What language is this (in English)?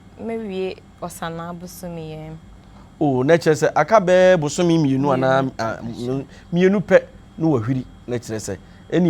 Akan